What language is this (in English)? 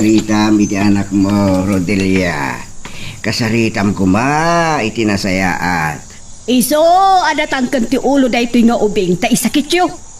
Iloko